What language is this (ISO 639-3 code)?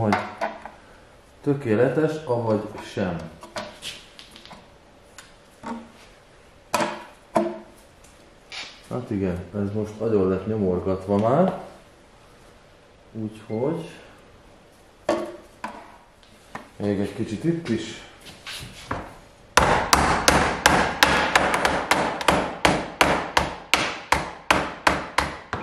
hun